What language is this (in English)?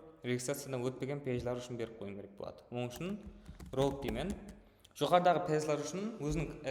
Kara-Kalpak